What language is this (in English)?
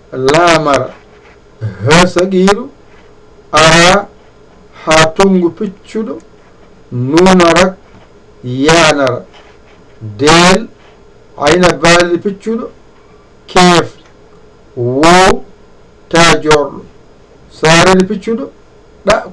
Fula